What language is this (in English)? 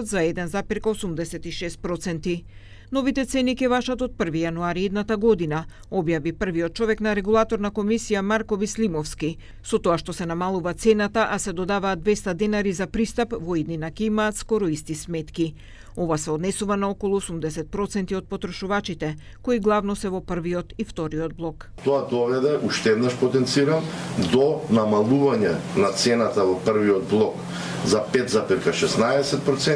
Macedonian